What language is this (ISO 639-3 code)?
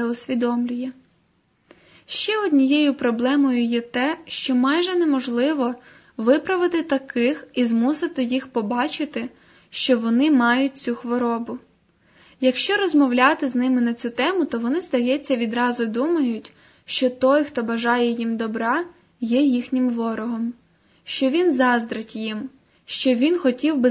ukr